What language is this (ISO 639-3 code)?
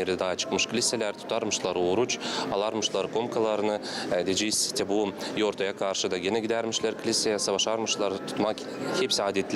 gag